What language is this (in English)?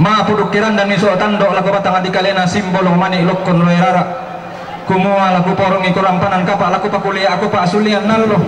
Toraja-Sa'dan